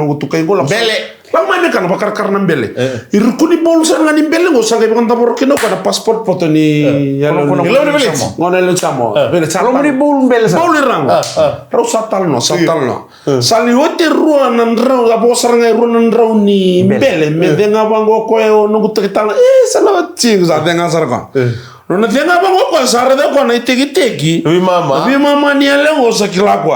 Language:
Fijian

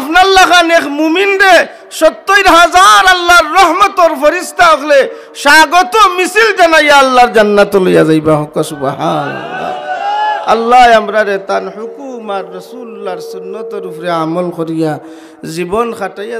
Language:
Sylheti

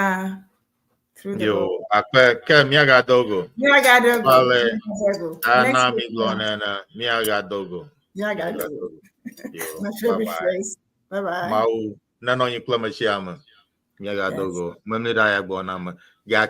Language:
Ewe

